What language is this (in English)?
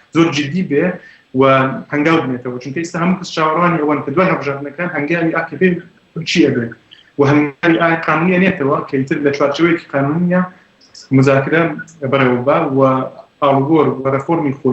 Central Kurdish